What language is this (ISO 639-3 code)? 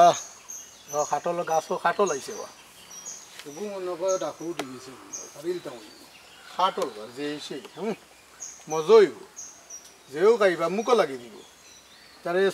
syl